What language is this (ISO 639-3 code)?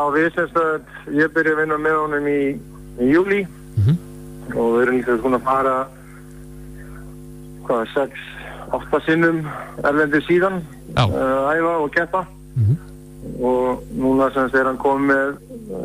isl